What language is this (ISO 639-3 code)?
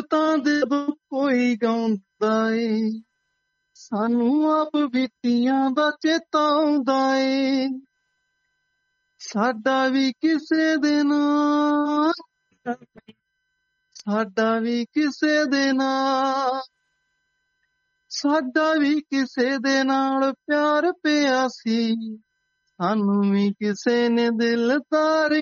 pan